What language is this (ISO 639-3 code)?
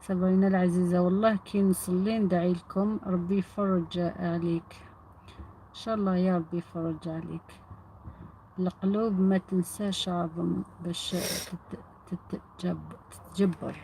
arq